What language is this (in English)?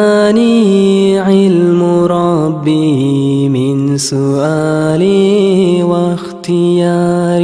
Kumyk